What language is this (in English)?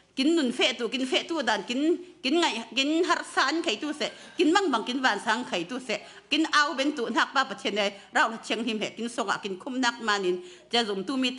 Falam Chin